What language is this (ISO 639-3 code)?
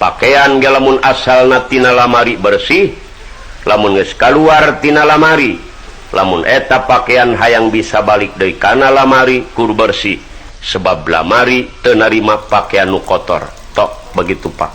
sun